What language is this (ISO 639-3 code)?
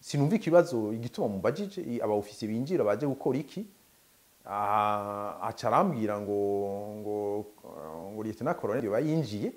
run